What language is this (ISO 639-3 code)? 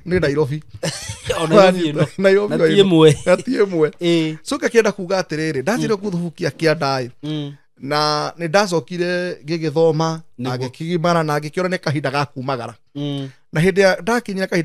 kik